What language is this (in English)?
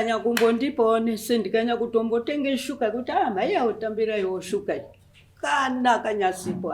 Shona